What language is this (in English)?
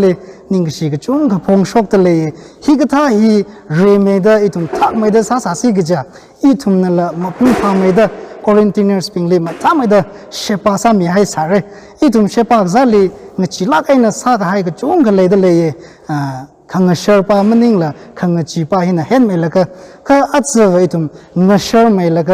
Tangkhul Naga (India)